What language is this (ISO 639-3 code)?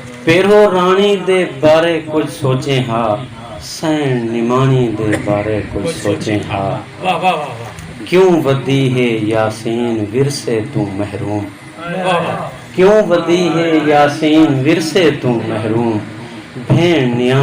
skr